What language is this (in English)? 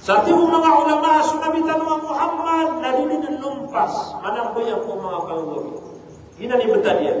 Maranao